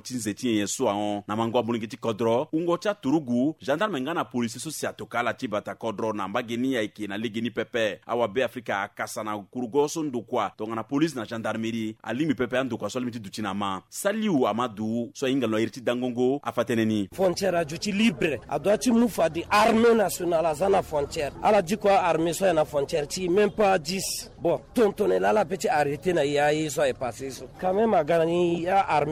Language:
Sango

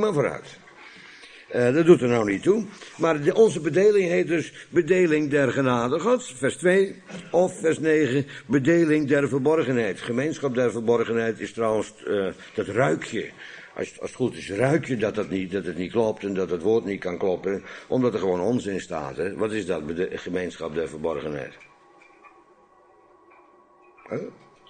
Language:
Dutch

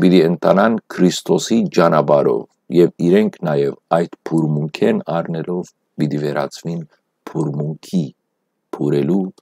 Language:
Western Armenian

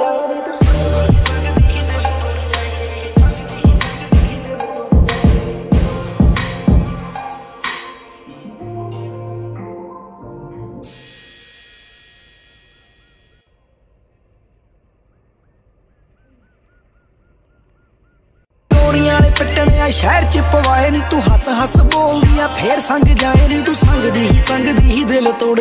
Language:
Punjabi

